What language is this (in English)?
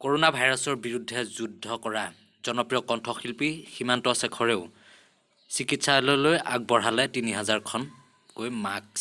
Assamese